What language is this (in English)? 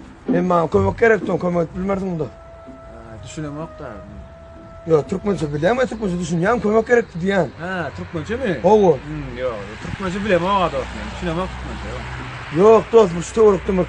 Turkmen